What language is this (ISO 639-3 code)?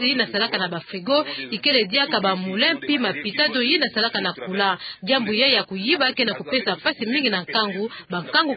ktu